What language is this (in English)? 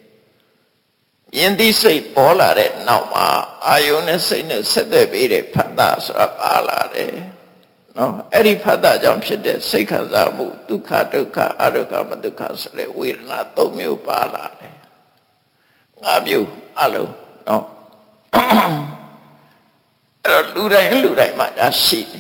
Burmese